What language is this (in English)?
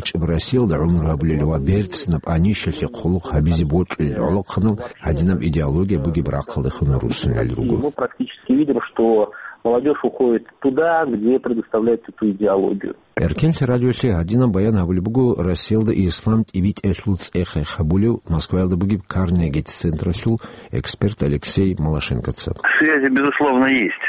Avaric